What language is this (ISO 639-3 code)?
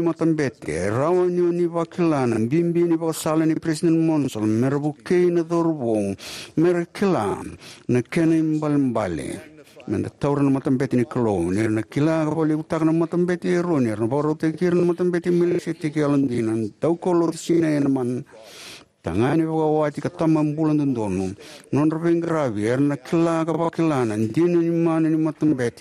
fij